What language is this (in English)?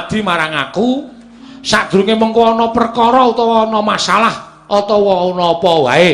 Javanese